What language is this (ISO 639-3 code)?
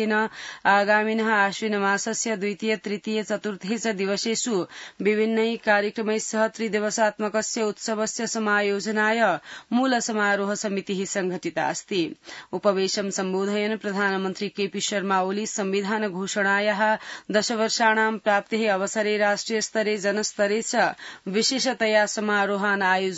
san